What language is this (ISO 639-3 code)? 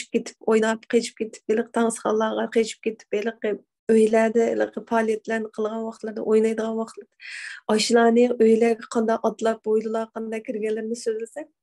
uig